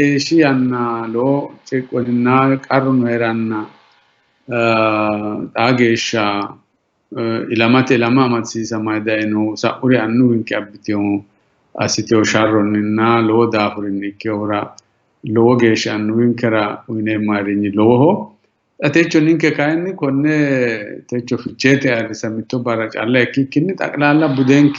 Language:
Sidamo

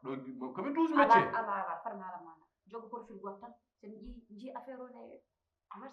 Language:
Fula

